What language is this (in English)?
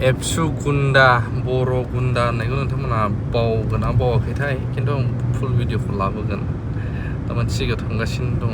Bodo